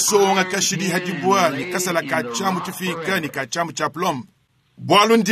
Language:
Luba-Lulua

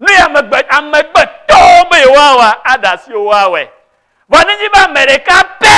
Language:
Ewe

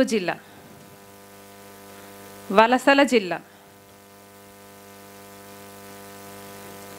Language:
Telugu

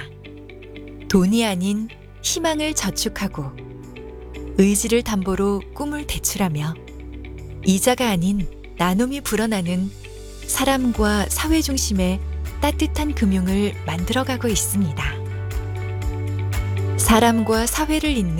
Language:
Korean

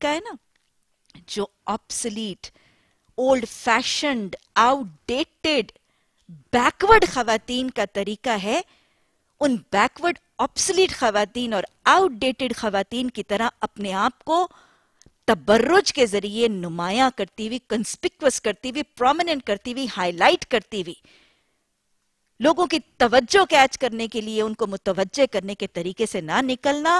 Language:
Urdu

